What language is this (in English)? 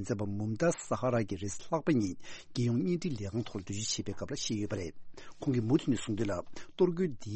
Tibetan